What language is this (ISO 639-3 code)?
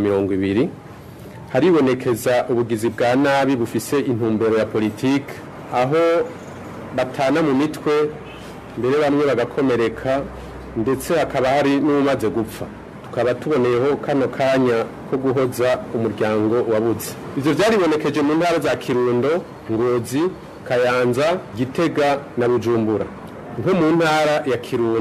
run